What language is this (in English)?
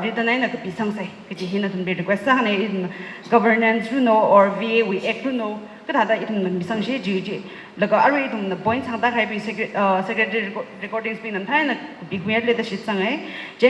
Tangkhul Naga (India)